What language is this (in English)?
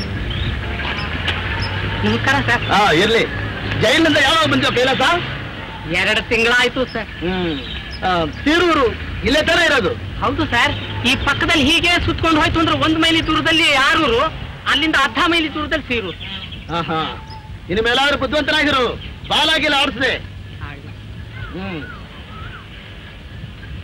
Kannada